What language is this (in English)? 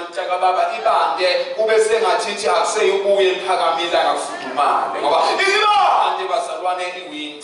Zulu